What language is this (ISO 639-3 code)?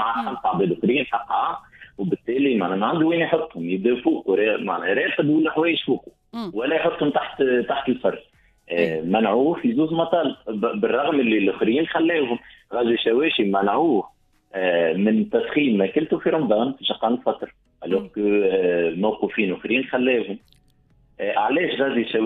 aeb